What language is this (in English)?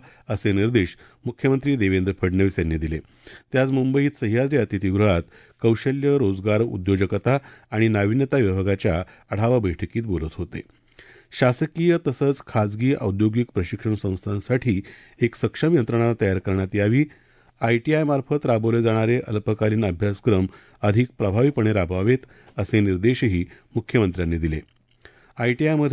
Marathi